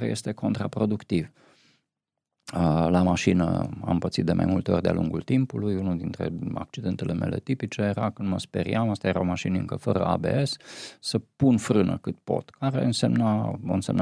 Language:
Romanian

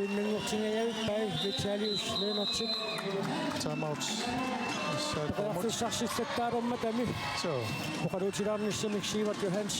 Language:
Kalaallisut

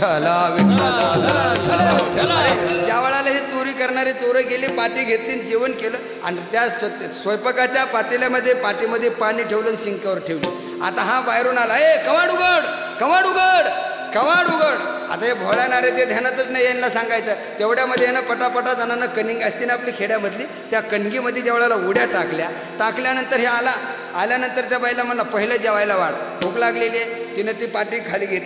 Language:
Marathi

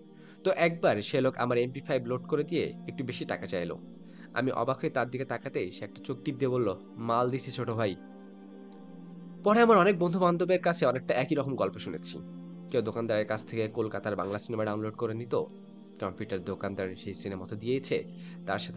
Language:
Bangla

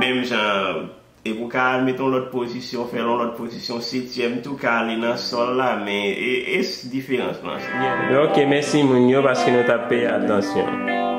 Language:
Haitian Creole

